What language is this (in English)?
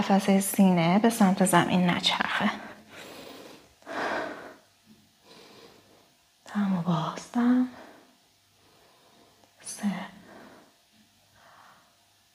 Persian